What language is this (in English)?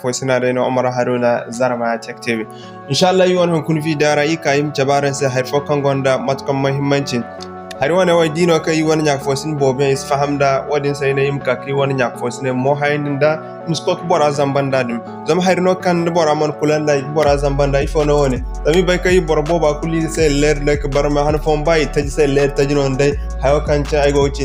Zarma